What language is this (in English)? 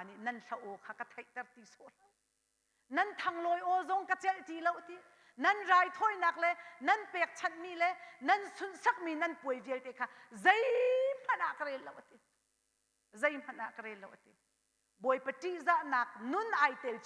Hakha Chin